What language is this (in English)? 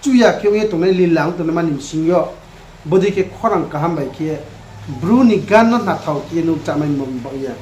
Riang (India)